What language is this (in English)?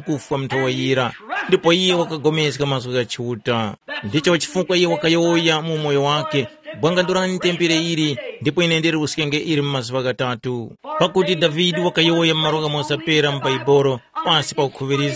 Tumbuka